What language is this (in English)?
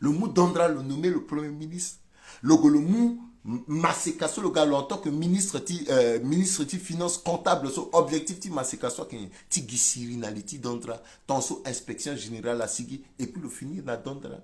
Sango